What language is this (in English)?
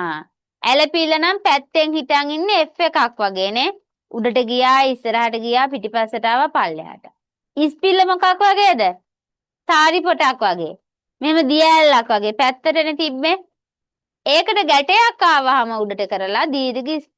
Sinhala